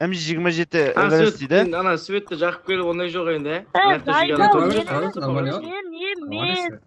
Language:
Kara-Kalpak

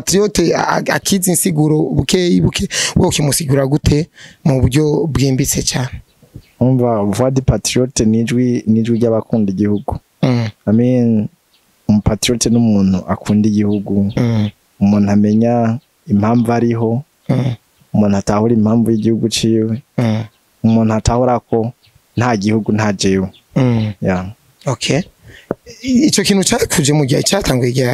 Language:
Rundi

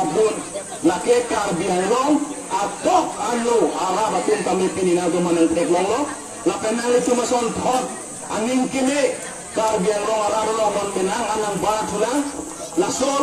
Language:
Karbi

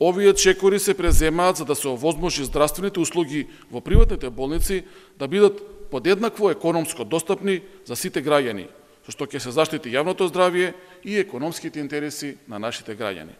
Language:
Macedonian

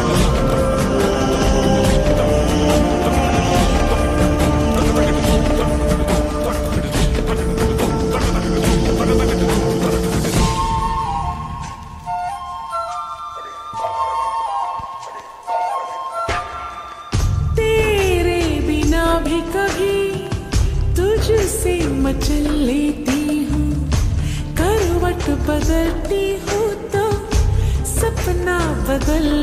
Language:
Hindi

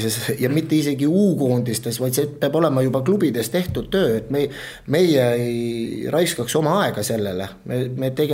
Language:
Estonian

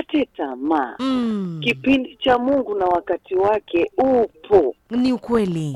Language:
Swahili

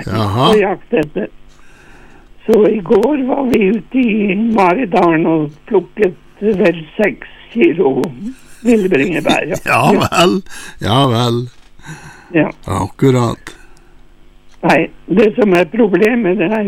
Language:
Norwegian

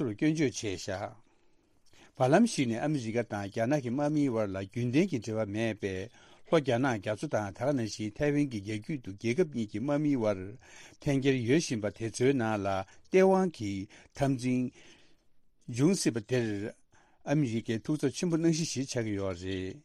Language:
Tibetan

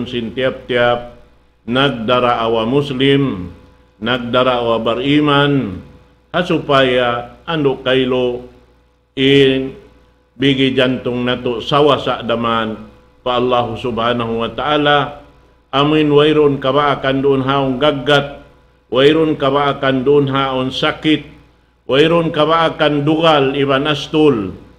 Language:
Tausug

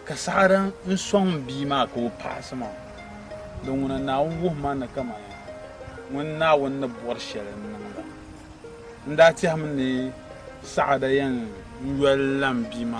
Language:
Dagbani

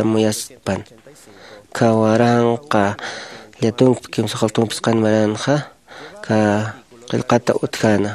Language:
Aymara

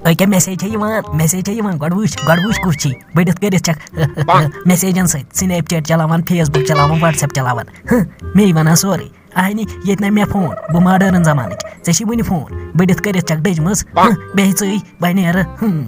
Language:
Kashmiri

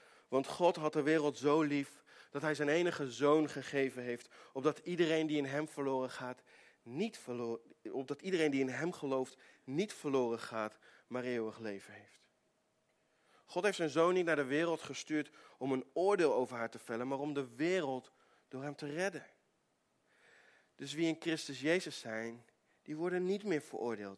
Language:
Dutch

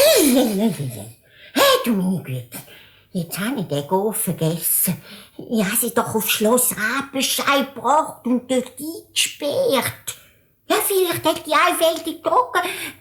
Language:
Swiss German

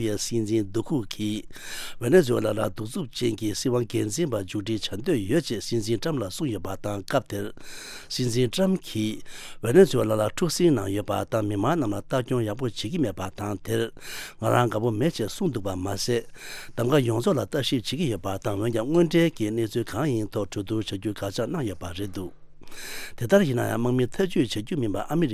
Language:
Tibetan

